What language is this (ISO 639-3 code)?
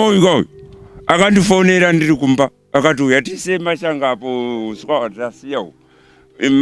sna